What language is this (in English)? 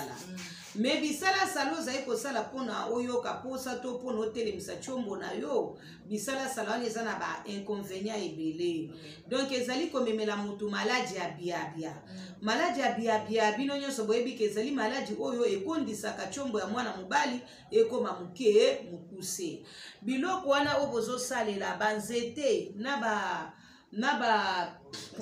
Lingala